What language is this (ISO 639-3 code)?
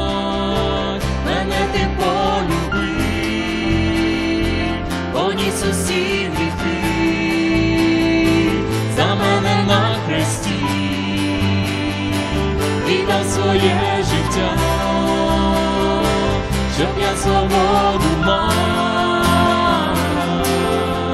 ukr